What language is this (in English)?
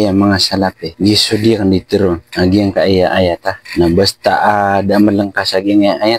Maranao